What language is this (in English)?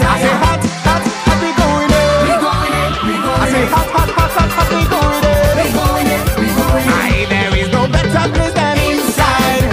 Papiamento